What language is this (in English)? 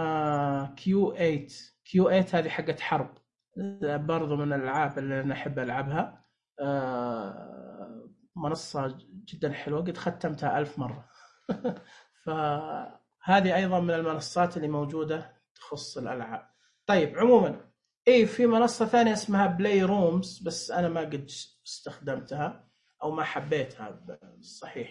Najdi Arabic